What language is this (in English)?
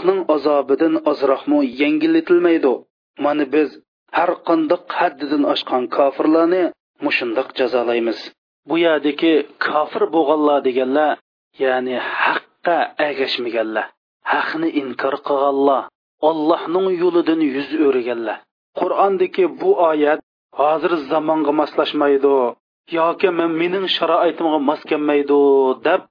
Uyghur